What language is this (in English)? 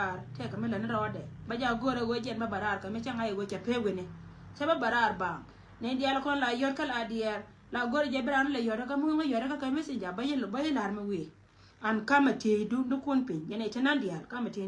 Nuer